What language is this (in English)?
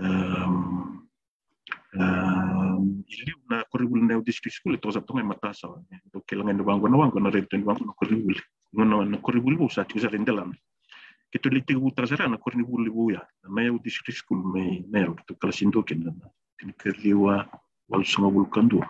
Fijian